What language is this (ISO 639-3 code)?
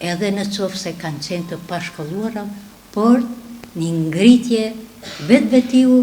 sqi